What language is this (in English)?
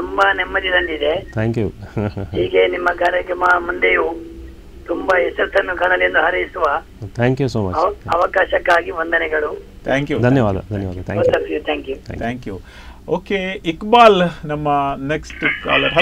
Kannada